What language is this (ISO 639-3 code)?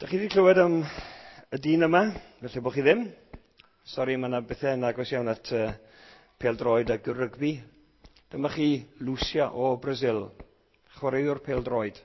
cym